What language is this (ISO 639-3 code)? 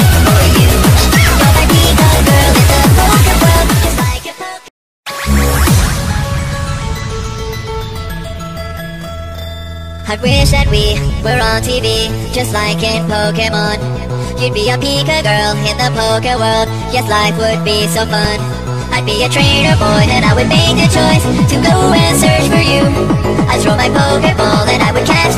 eng